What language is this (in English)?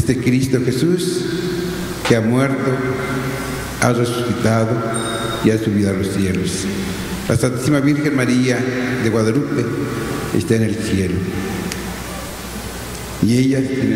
Spanish